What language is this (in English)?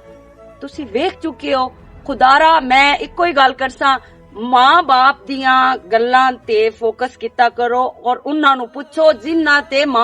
Western Panjabi